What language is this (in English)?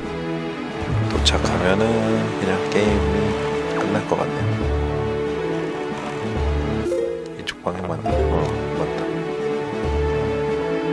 Korean